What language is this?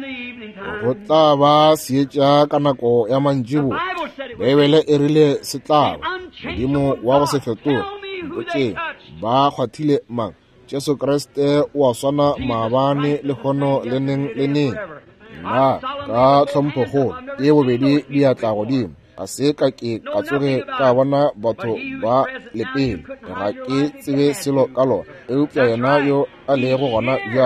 Northern Sotho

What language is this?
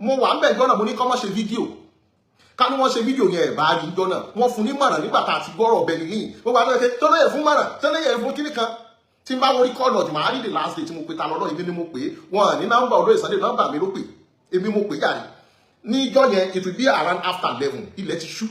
Yoruba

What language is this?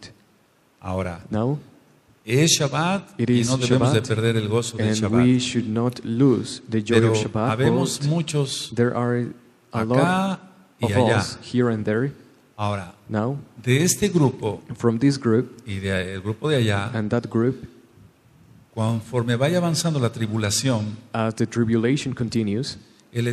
Spanish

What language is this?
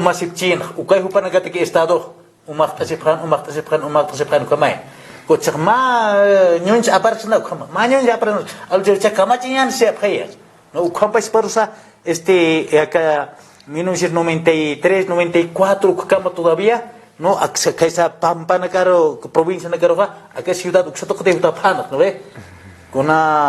Aymara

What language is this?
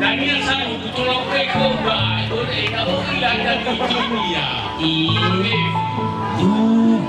Nias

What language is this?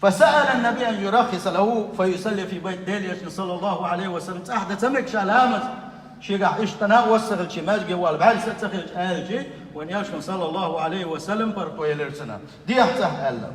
Chechen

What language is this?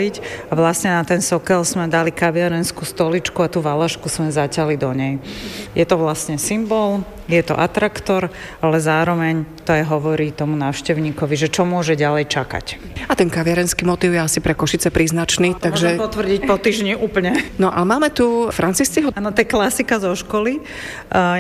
Slovak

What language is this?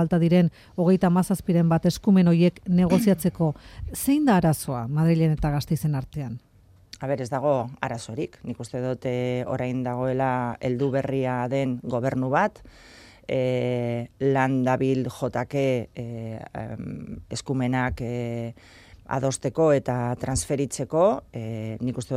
Basque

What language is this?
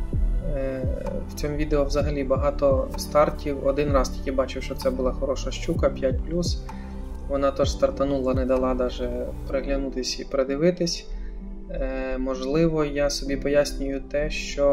Ukrainian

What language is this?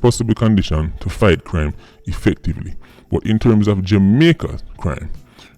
Jamaican Creole English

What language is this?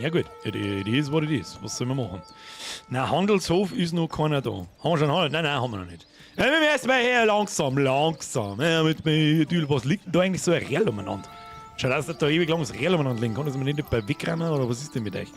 Bavarian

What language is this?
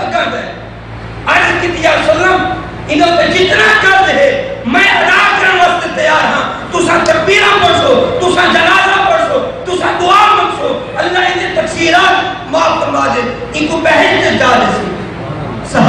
Saraiki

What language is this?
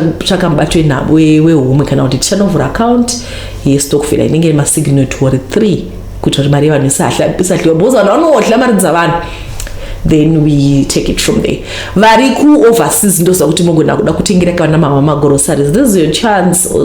Shona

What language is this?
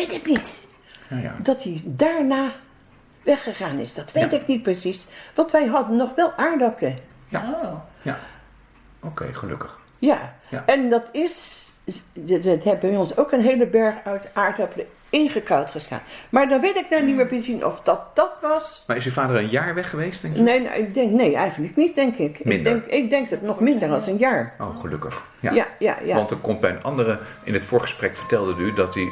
Dutch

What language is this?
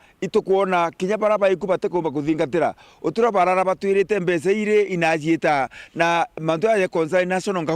Meru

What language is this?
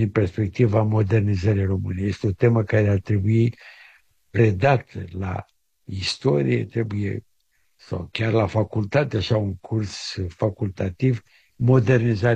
Romanian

